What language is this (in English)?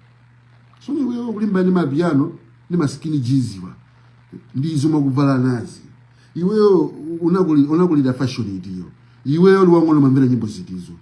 Nyanja